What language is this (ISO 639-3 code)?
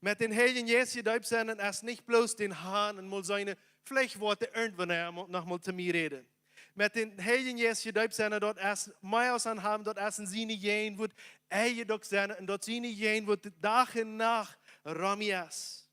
pdt